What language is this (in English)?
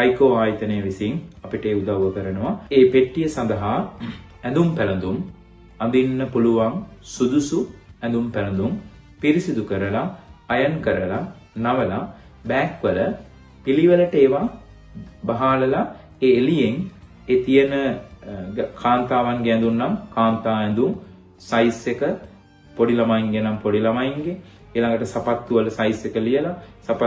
Sinhala